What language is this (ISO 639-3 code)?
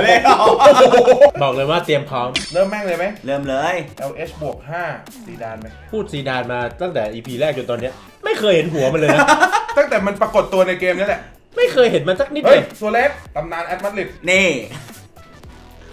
tha